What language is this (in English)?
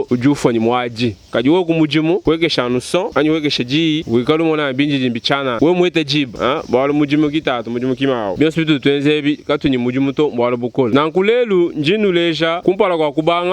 Luba-Lulua